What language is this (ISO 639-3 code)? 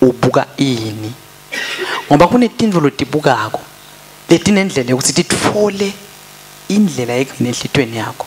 ssw